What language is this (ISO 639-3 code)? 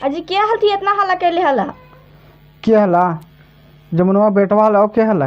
mag